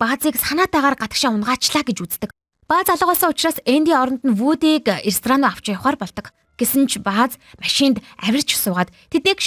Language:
Mongolian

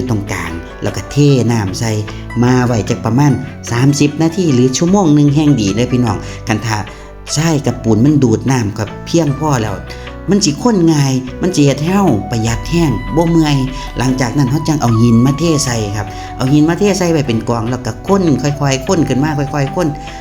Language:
Northeastern Thai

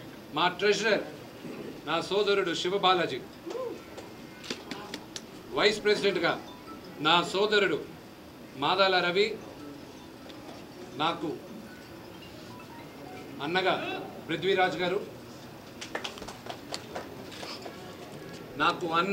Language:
Telugu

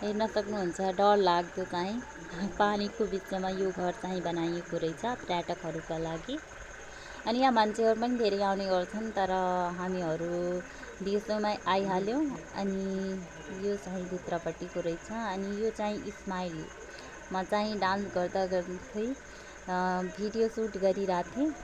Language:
Nepali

